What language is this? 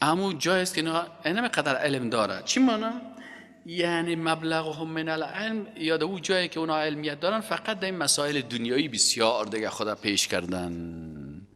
Persian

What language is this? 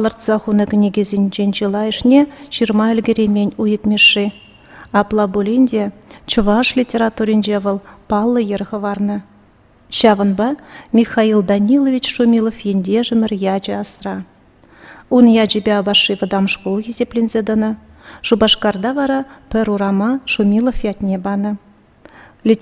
Chuvash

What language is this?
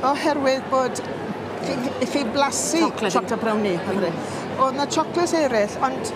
Welsh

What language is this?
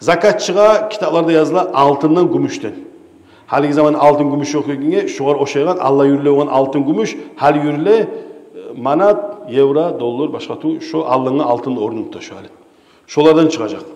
Kumyk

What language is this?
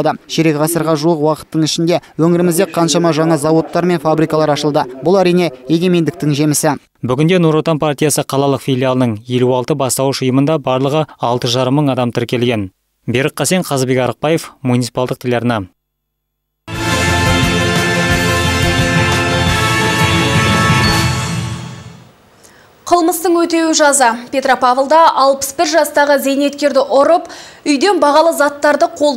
Kazakh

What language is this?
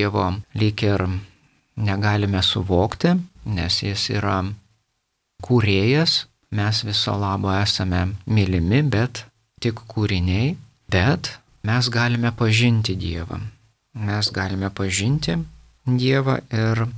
Lithuanian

